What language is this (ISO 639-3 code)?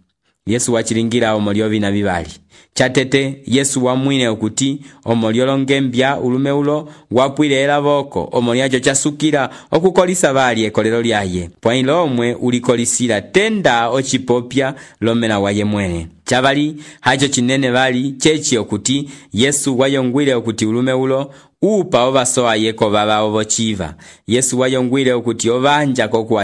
umb